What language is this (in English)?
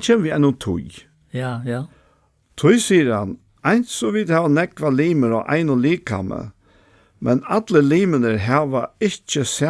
Faroese